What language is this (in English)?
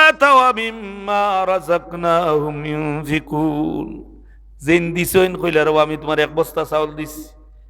Sylheti